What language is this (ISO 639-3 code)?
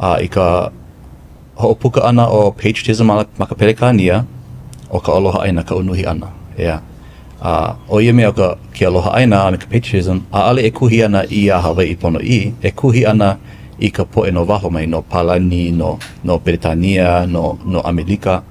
haw